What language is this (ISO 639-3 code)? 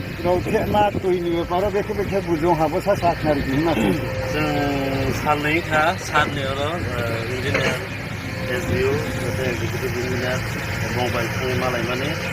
trp